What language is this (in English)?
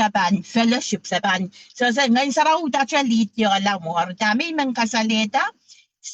Pohnpeian